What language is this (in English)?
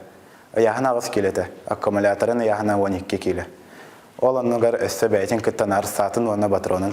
Yakut